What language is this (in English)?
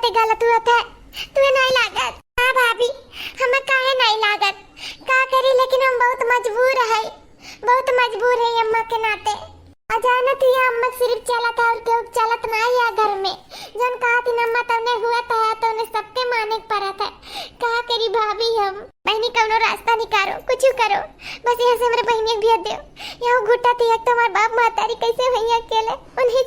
Awadhi